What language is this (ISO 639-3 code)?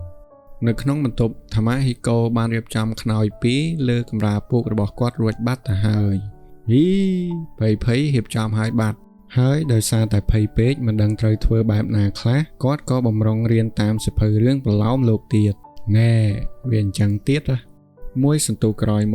khm